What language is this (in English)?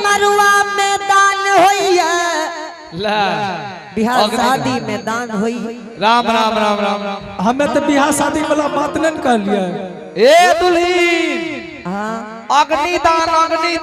Angika